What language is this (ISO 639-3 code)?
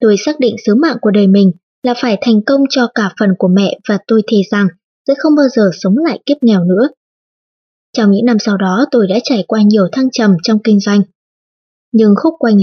vie